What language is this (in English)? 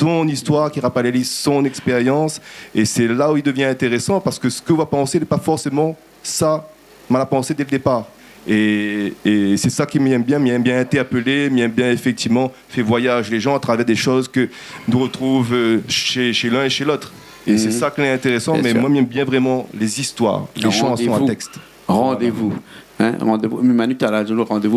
Réunion Creole French